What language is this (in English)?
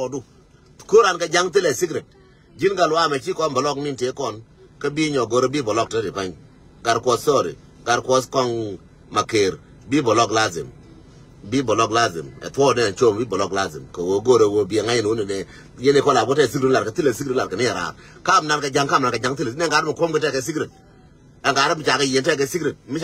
Nuer